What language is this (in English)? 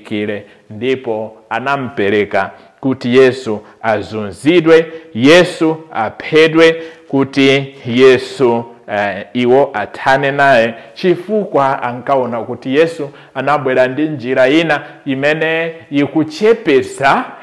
Nyanja